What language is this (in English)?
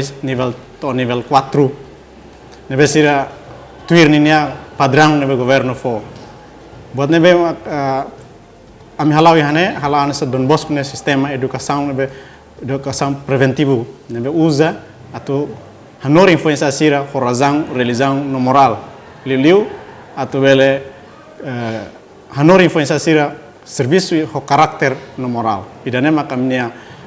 Tetum